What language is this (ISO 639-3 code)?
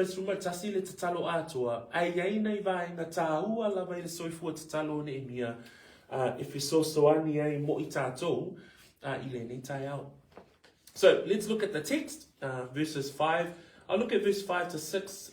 smo